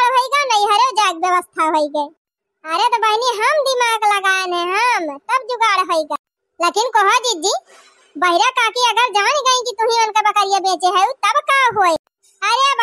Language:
Awadhi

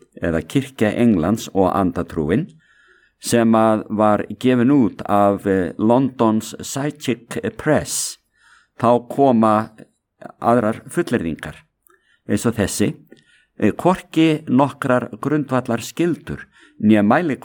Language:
Icelandic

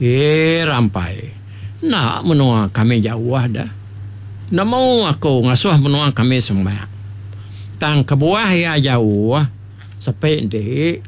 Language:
Iban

